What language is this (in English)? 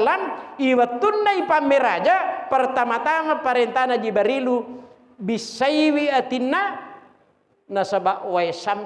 Buginese